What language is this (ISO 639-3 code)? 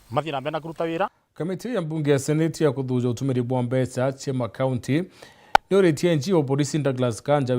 mer